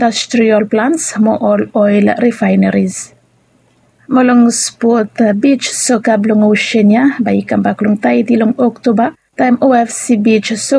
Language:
Bislama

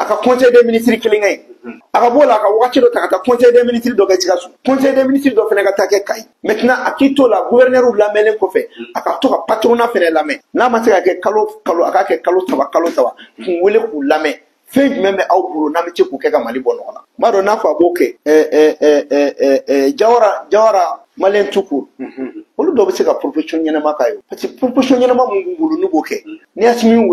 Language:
Bambara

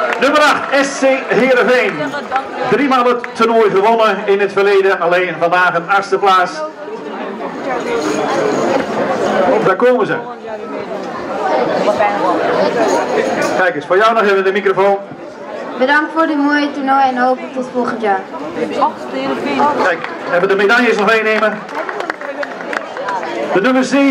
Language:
Dutch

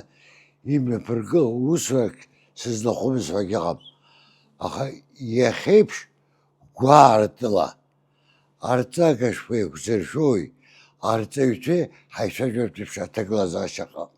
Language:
Abkhazian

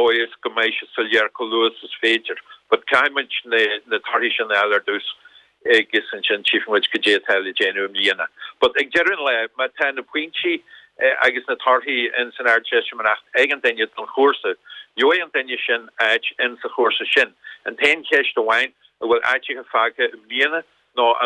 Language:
Irish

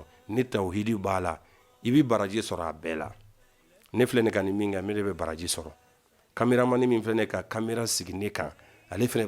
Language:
Bambara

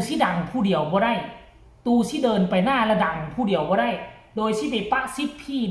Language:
Northeastern Thai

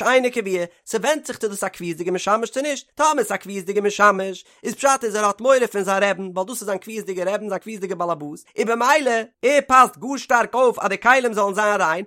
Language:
Yiddish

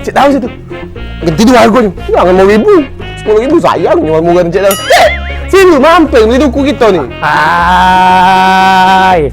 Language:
Musi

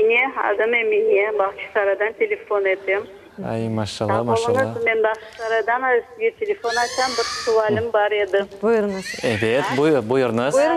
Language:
Crimean Tatar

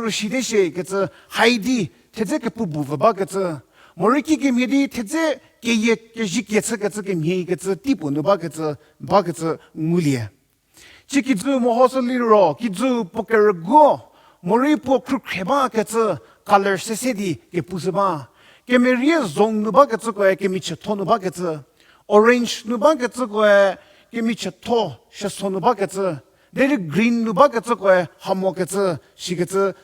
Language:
Angami Naga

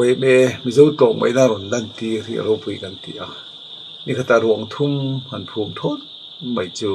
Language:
Mizo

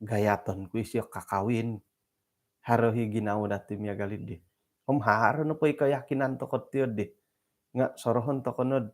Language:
Central Dusun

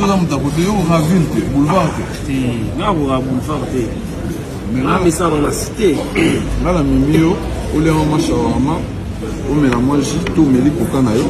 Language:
Lingala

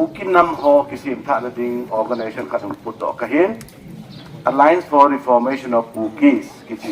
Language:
Paite Chin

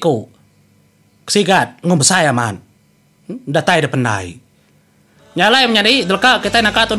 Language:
Iban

